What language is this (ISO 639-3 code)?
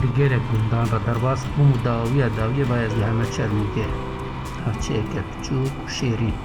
kur